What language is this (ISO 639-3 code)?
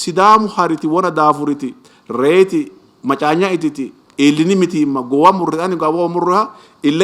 sid